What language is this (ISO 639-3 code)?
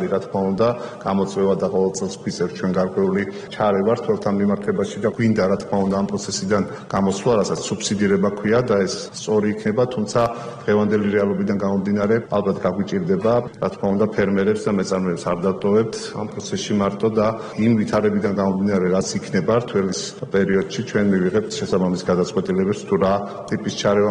kat